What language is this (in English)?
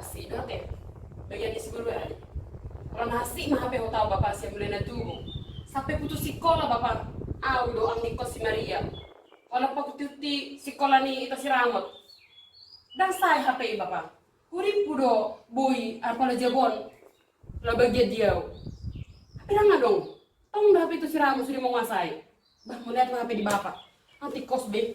Batak Toba